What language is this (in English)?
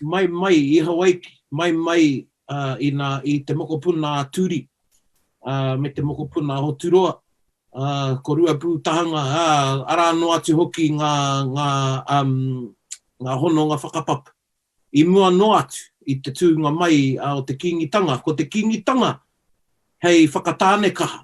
Māori